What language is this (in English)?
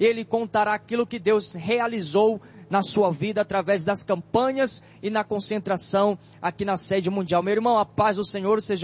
Portuguese